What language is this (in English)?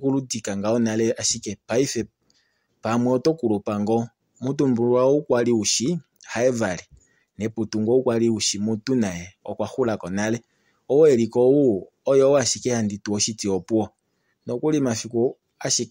Kuanyama